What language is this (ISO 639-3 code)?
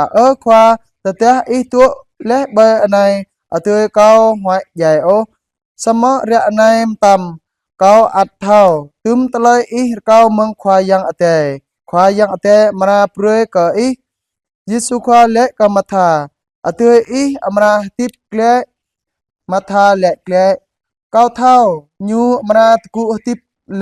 jra